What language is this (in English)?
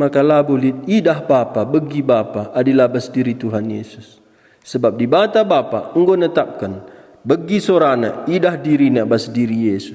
Batak Karo